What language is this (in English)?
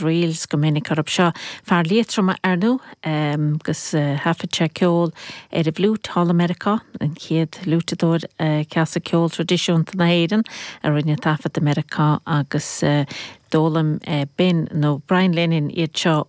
Irish